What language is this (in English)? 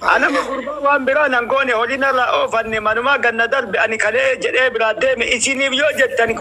Oromo